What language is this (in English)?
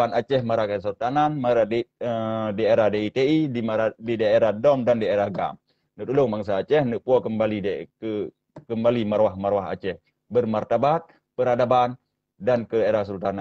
Achinese